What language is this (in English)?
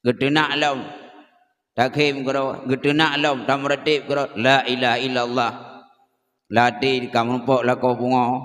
Achinese